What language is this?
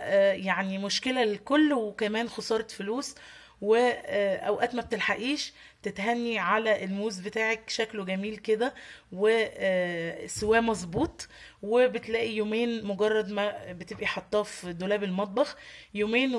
Egyptian Arabic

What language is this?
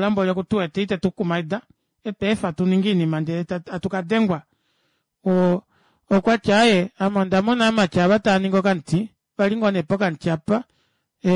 Kuanyama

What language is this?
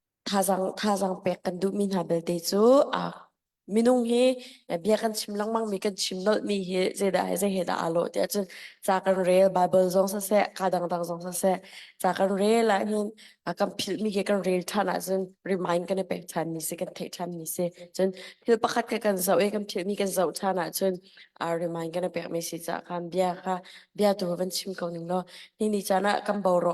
Hakha Chin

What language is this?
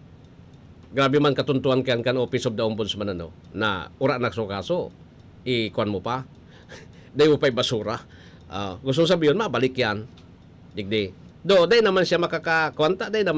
Bikol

